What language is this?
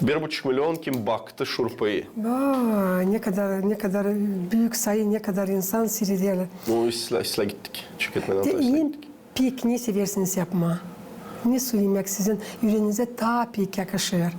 Gagauz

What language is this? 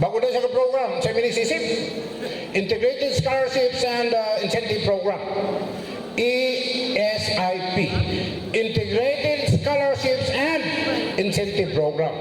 Cebuano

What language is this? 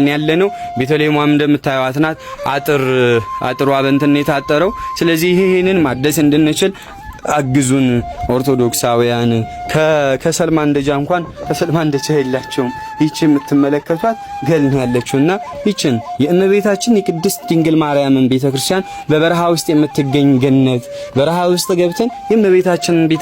Amharic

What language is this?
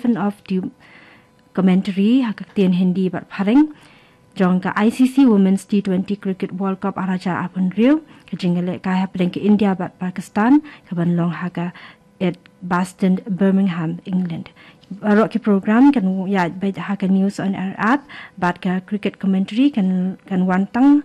Khasi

